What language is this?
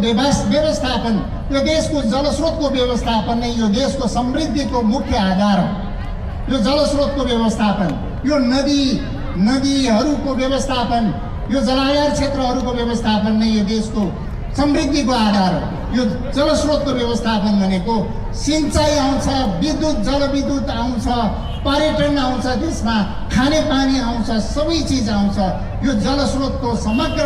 Nepali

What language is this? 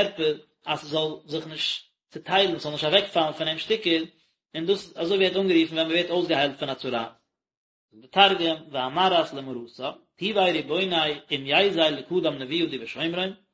Yiddish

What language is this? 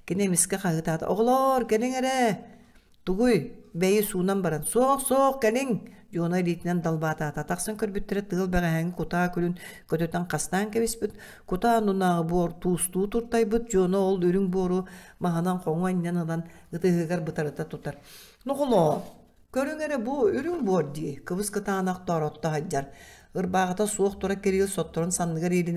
Yakut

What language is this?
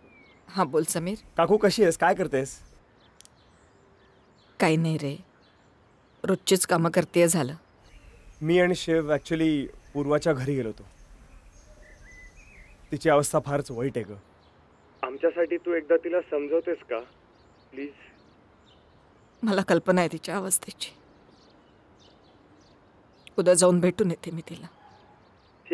Marathi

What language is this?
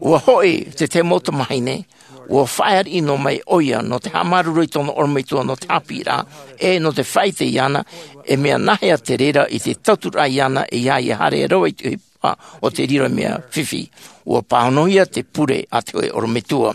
Tahitian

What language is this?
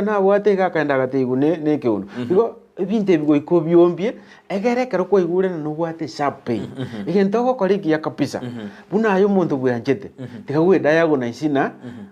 Gusii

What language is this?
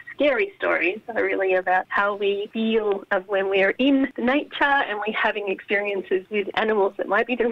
English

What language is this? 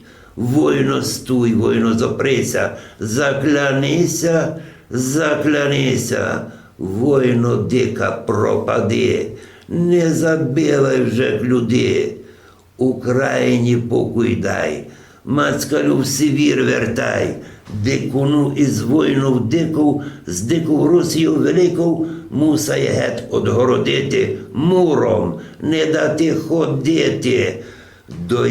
Rusyn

